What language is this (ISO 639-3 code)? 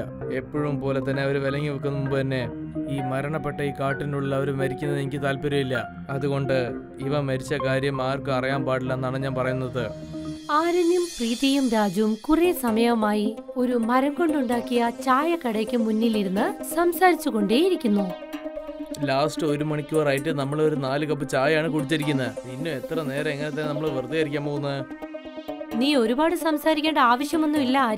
mal